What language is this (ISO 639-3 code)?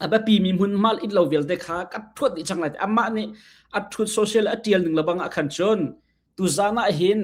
cnh